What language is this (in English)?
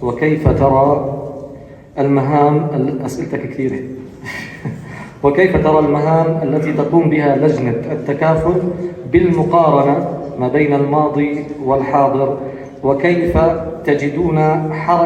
North Levantine Arabic